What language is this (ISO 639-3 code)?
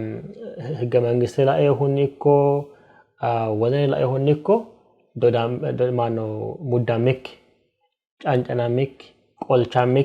sid